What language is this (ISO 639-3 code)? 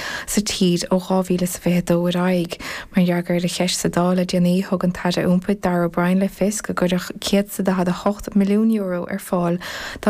gle